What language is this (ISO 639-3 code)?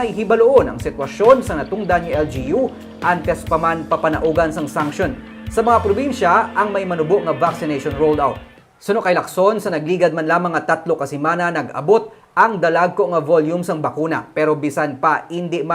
hil